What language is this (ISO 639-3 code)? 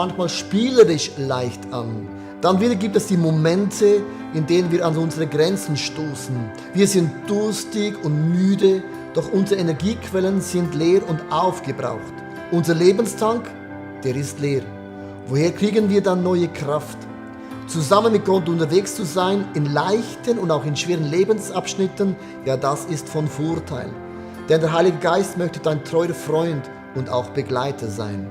gsw